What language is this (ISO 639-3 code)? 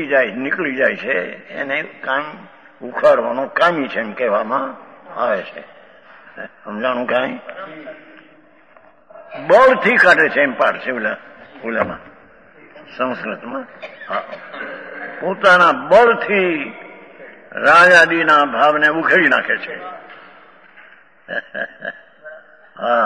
guj